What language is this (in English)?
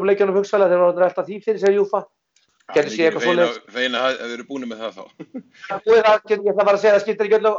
Icelandic